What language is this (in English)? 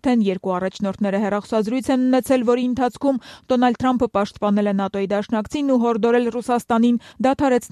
Armenian